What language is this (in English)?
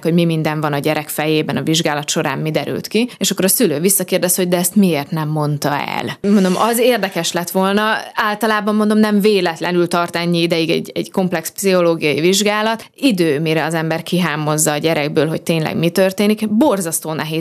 Hungarian